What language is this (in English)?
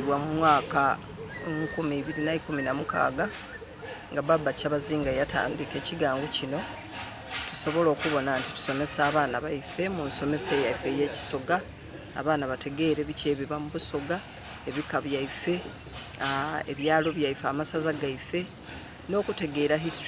Soga